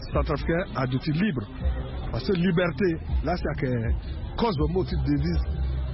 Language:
Sango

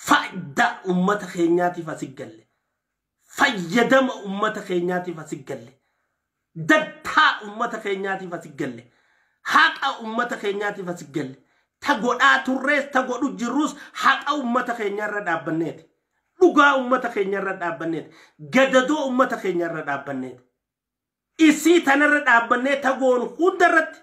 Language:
Oromo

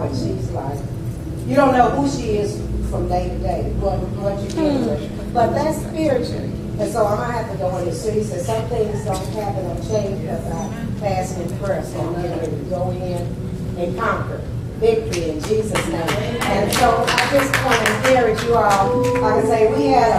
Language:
English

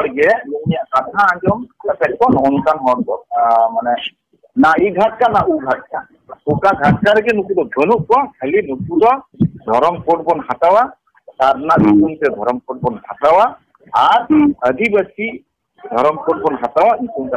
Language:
Santali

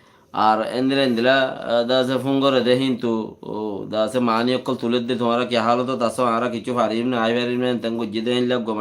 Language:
Rohingya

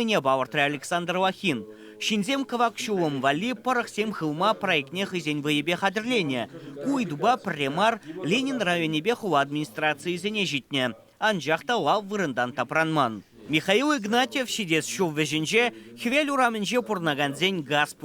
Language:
Chuvash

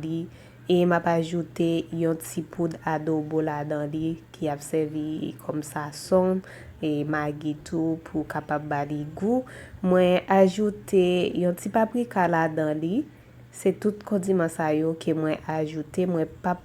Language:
Haitian Creole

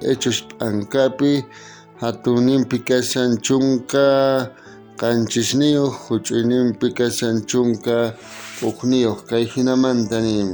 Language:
South Bolivian Quechua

